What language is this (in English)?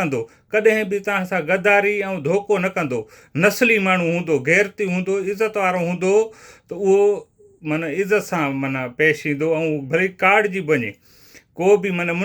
Sindhi